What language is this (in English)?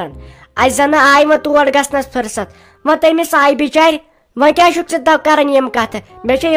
Kashmiri